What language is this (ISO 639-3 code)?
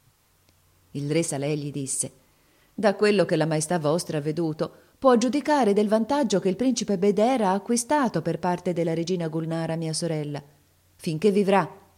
ita